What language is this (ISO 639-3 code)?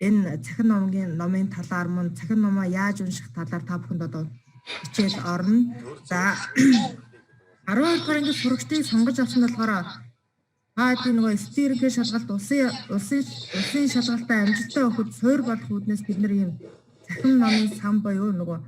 mon